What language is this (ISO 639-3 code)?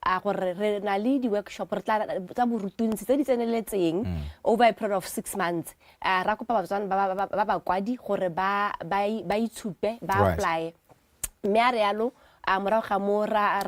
tsn